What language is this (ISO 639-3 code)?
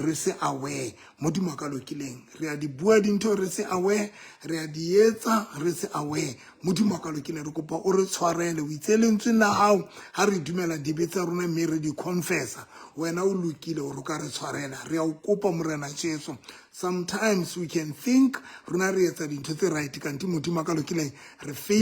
sot